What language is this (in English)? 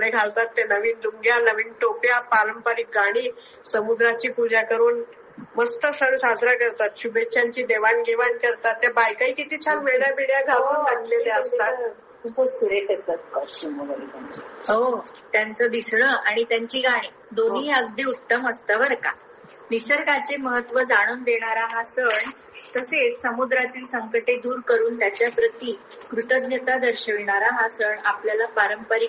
Marathi